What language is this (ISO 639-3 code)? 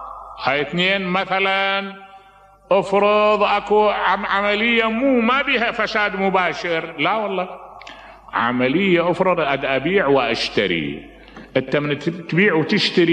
acm